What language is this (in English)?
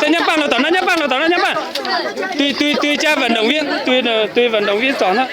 Hmong